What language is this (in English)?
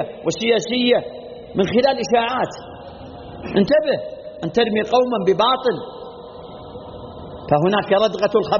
Arabic